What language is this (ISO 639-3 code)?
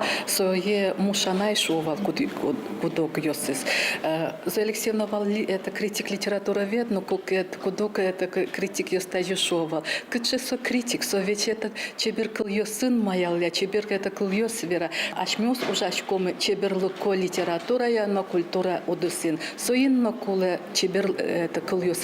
udm